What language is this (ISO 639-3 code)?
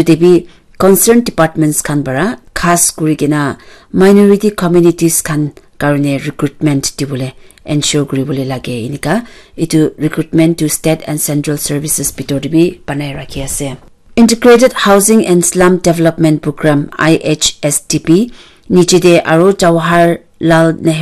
nag